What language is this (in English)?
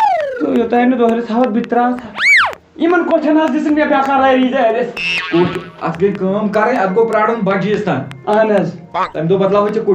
Kashmiri